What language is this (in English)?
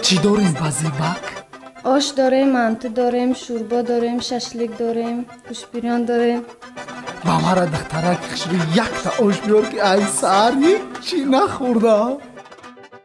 Tajik